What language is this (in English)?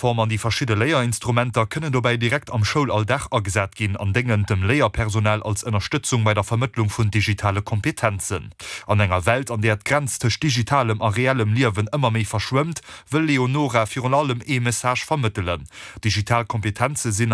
Luxembourgish